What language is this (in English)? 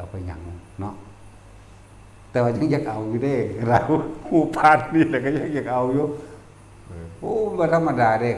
Northeastern Thai